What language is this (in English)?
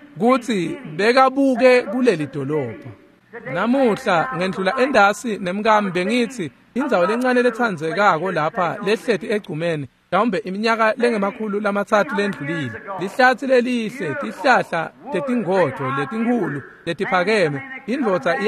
Swati